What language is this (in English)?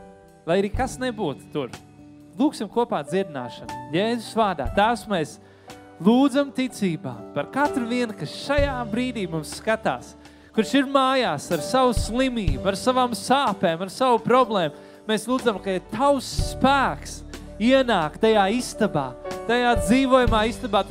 Latvian